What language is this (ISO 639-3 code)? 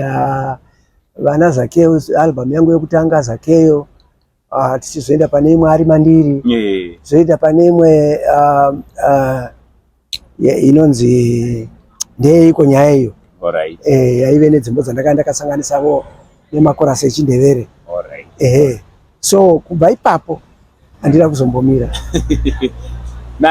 sna